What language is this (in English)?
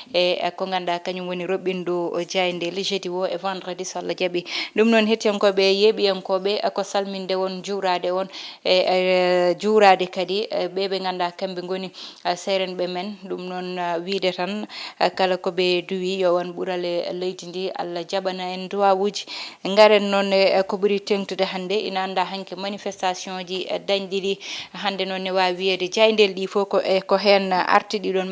Fula